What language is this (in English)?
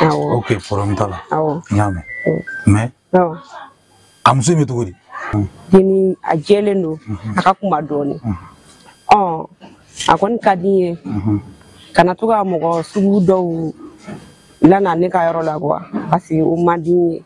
Bambara